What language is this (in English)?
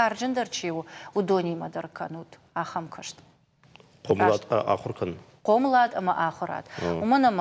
Ossetic